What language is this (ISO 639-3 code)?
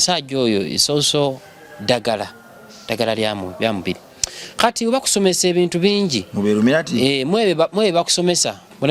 lug